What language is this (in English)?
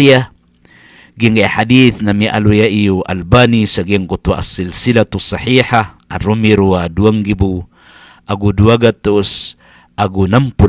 Maranao